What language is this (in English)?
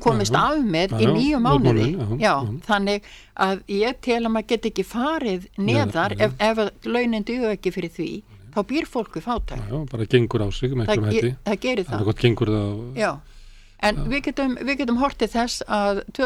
Icelandic